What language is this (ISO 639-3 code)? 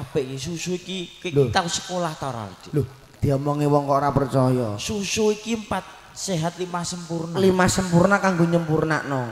jav